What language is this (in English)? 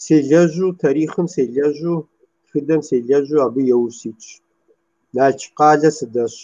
Kabardian